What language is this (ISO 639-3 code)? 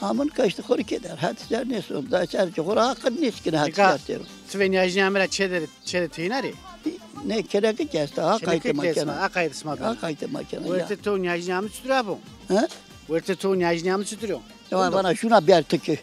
zza